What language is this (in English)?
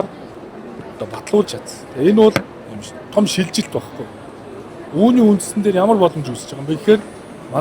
Mongolian